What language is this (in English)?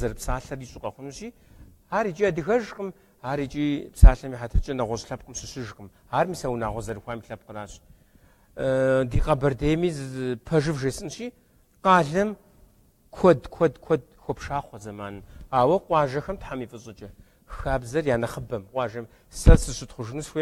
Kabardian